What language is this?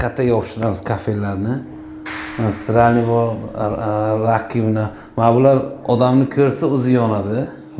Uzbek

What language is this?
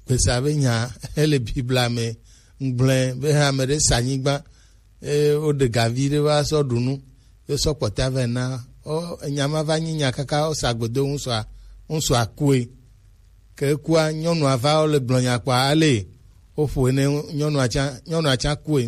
Gen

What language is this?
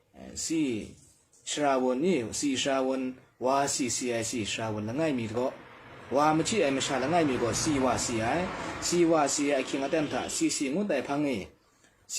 Kachin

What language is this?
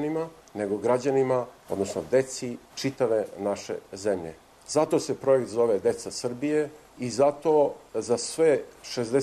Serbian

